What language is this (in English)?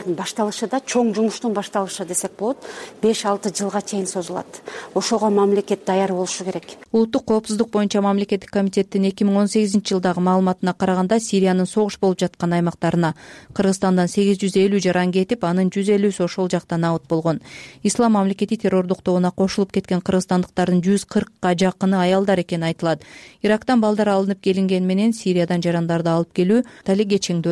Kyrgyz